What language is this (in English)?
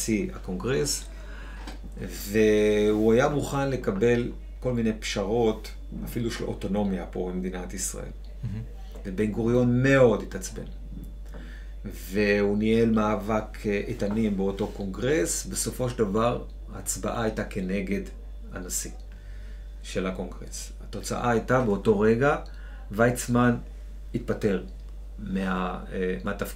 Hebrew